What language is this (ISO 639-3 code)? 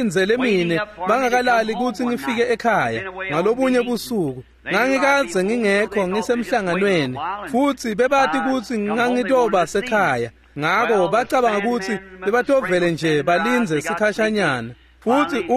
ssw